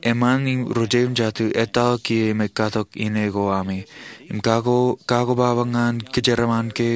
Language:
Marshallese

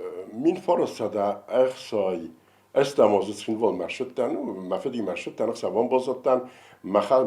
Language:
Ossetic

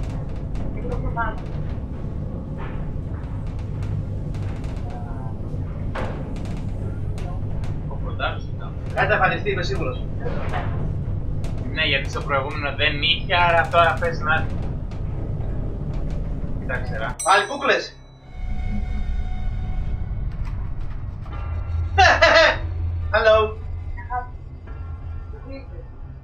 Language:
Greek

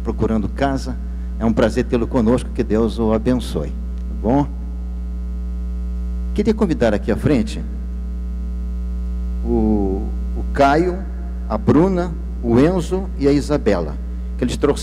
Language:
Portuguese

